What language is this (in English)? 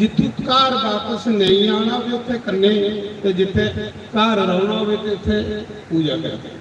Dogri